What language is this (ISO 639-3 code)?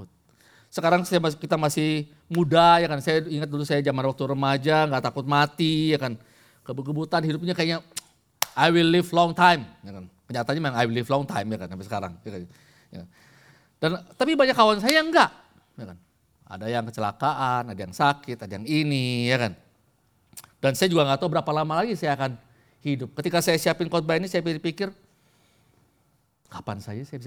ind